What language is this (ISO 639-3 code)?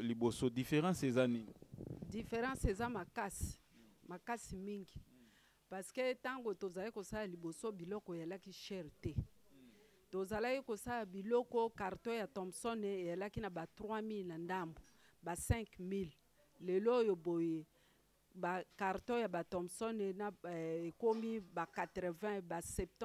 lin